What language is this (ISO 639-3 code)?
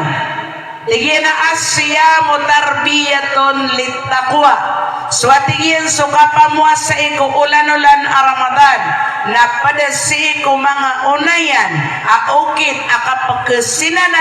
mrw